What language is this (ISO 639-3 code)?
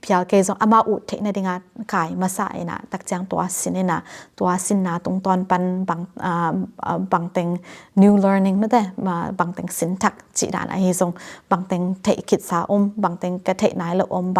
ctd